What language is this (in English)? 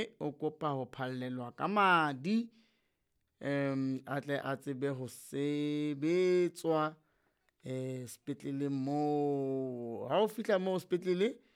Southern Sotho